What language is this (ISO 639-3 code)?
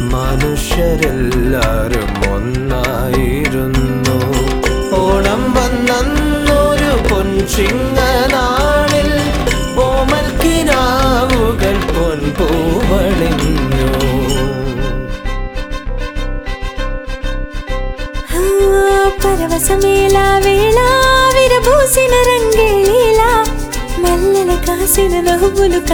tel